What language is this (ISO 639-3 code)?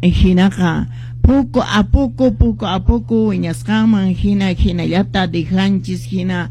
que